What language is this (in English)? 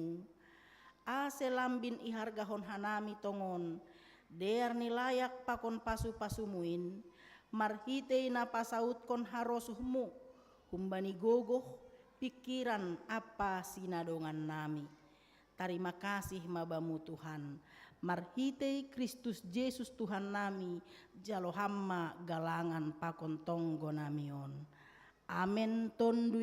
Batak Simalungun